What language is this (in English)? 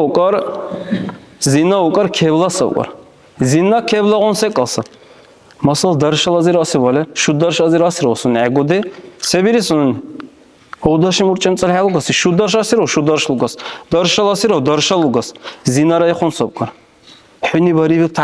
Dargwa